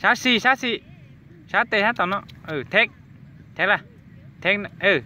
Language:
Hmong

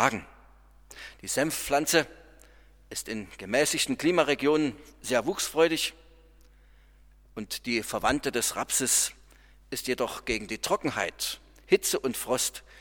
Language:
German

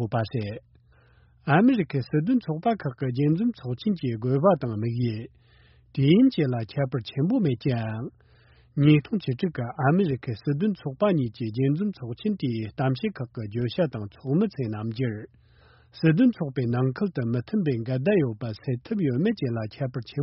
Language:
Tibetan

